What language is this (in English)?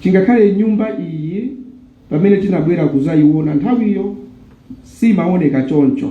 Nyanja